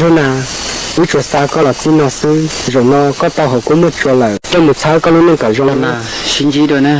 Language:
Hmong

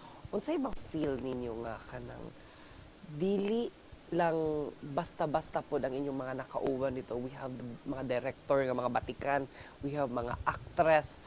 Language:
Cebuano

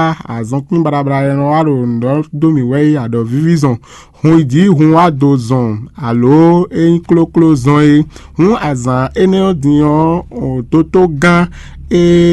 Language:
Fon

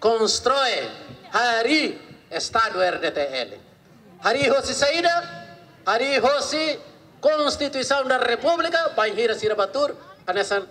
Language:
Tetum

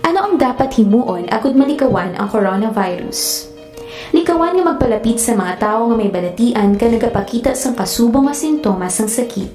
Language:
Hiligaynon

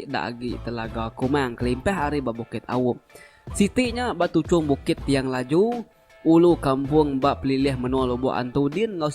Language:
Iban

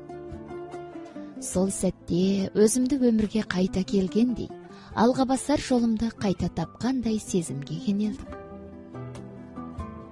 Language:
Kazakh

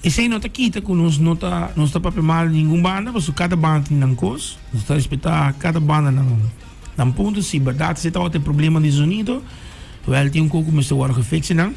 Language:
Papiamento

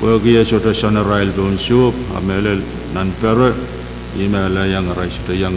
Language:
Pohnpeian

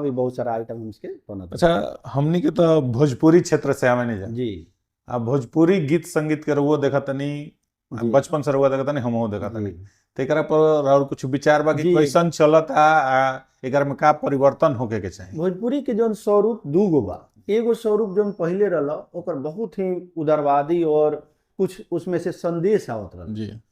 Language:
Bhojpuri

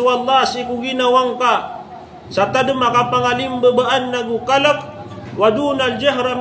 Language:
Maranao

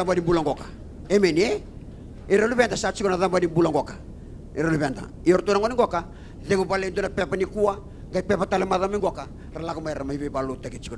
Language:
Fijian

